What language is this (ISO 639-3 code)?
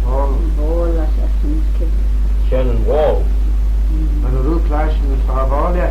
glv